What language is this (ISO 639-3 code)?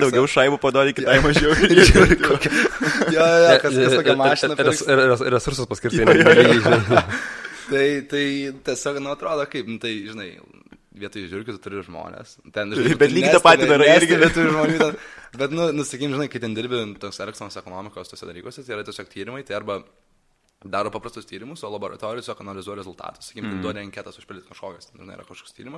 lit